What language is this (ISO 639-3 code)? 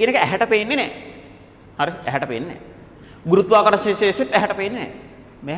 sin